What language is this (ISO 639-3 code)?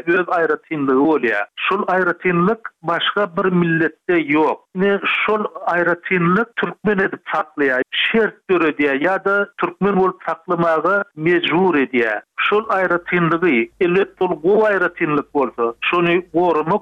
tuk